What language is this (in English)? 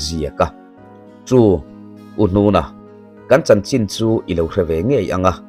Mizo